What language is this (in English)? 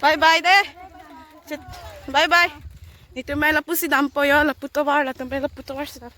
Karbi